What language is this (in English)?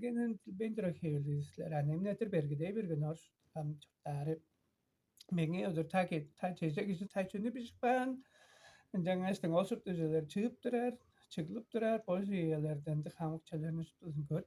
Tuvinian